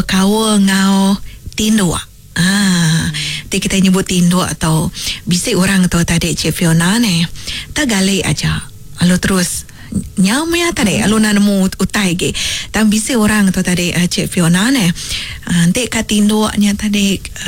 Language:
Iban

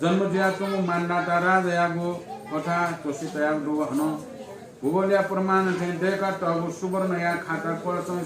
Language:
Newari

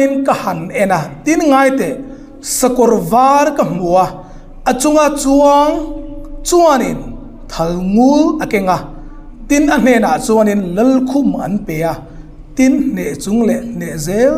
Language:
Hmar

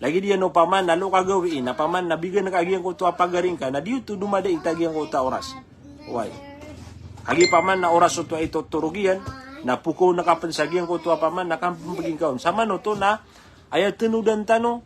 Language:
Maranao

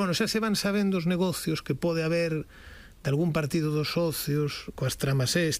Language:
Galician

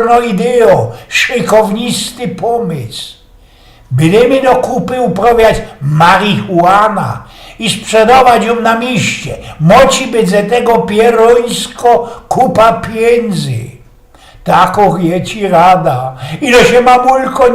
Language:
Silesian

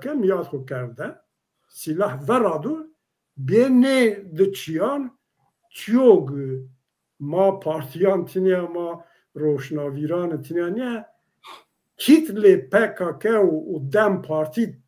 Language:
Zaza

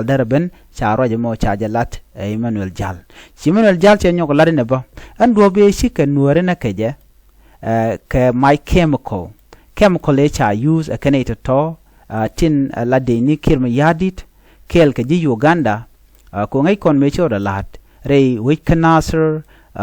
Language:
Nuer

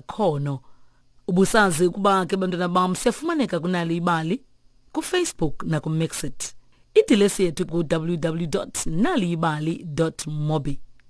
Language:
Xhosa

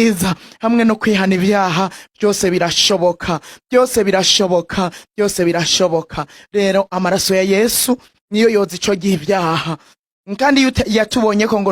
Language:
Rundi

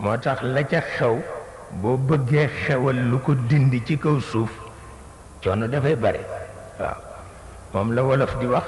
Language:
Wolof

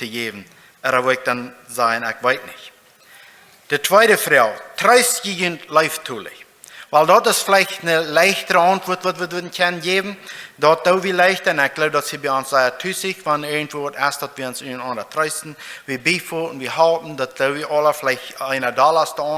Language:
Plautdietsch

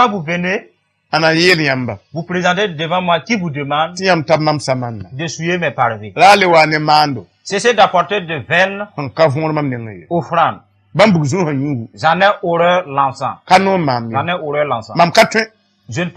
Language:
Mossi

